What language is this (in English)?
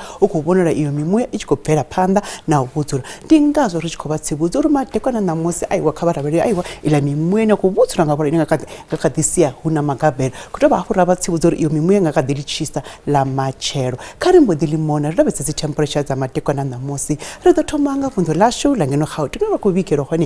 Venda